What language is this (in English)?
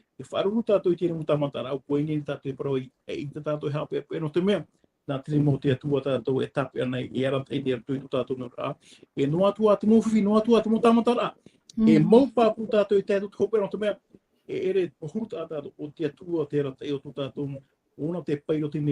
Tahitian